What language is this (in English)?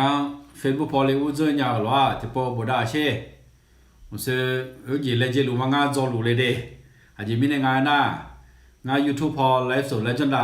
Akha